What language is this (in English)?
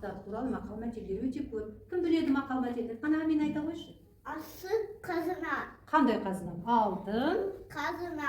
Kazakh